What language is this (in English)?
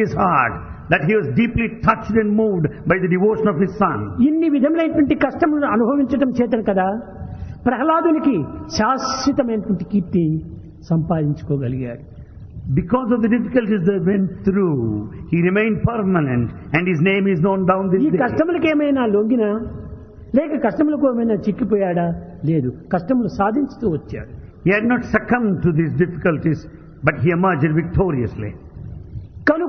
Telugu